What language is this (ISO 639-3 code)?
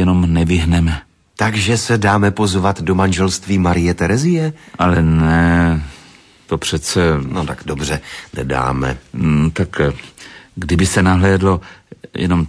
ces